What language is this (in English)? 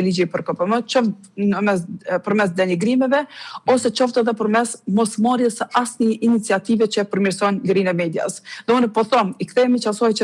Albanian